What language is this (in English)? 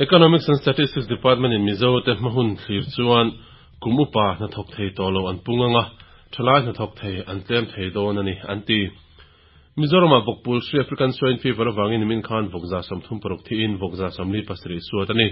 Mizo